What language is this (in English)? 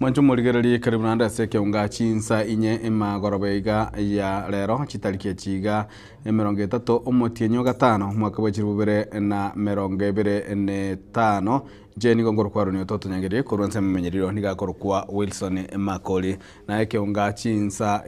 Gusii